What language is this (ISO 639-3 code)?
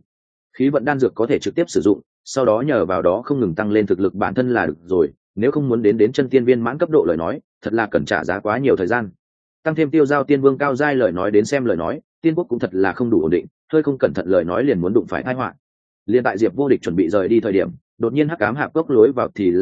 vie